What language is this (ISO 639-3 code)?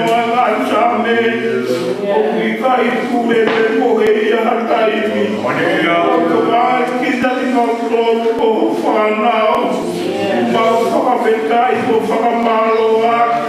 ton